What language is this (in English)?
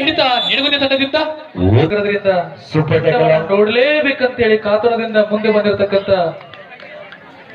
Kannada